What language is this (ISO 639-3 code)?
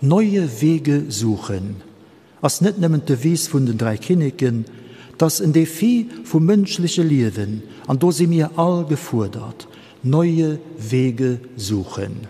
ltz